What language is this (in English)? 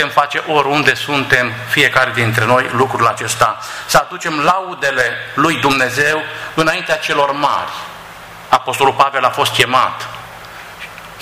Romanian